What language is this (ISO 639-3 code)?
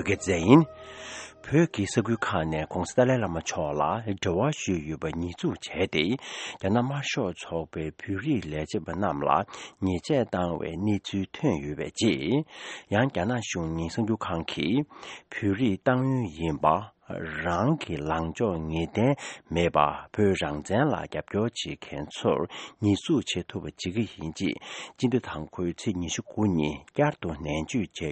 bod